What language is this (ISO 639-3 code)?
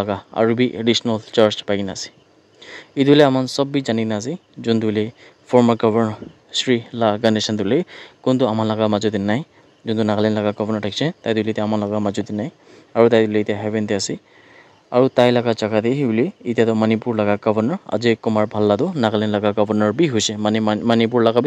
nag